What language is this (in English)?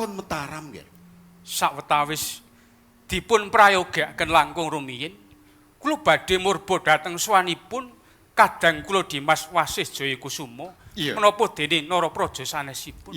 Javanese